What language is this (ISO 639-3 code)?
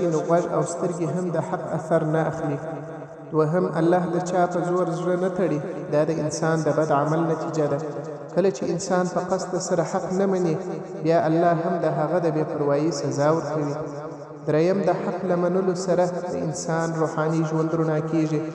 pus